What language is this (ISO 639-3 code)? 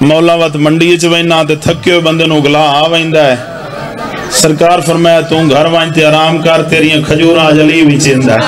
skr